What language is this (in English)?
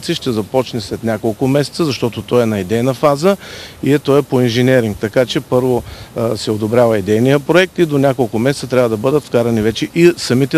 Bulgarian